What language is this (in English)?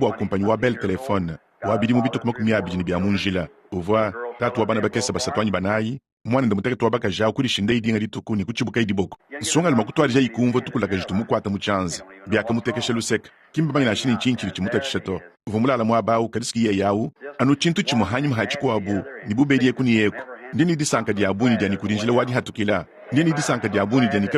Luba-Lulua